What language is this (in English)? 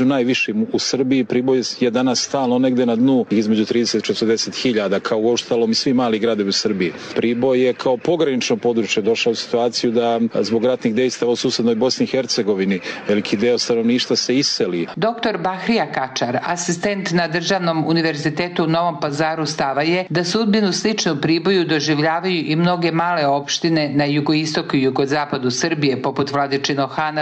Serbian